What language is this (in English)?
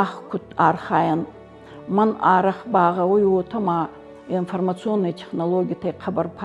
Ossetic